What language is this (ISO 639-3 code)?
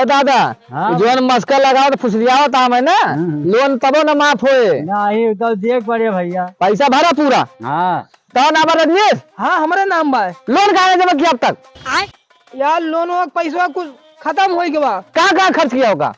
awa